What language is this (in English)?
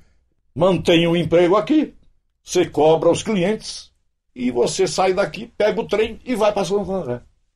Portuguese